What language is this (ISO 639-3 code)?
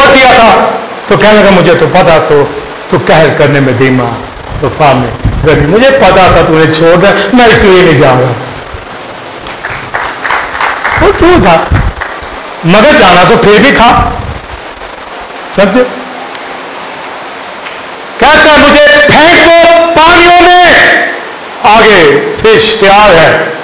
urd